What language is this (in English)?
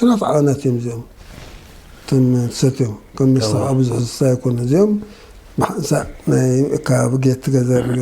Tigrinya